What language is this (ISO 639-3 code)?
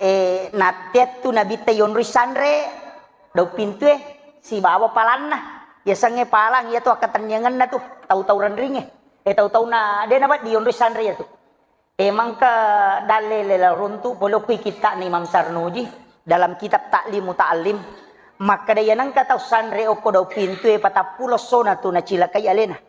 bug